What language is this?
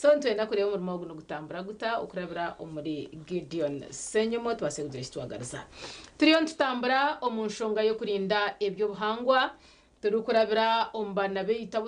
Nyankole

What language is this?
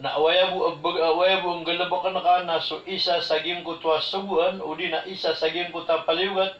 Maranao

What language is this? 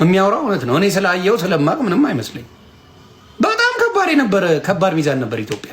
Amharic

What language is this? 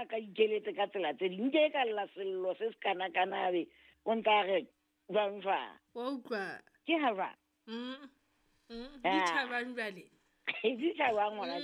Southern Sotho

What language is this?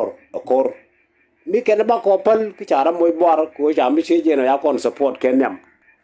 Nuer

